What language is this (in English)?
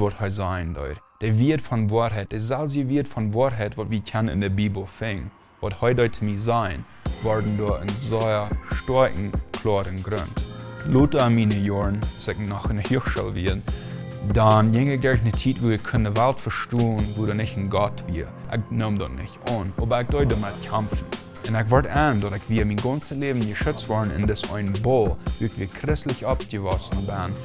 Plautdietsch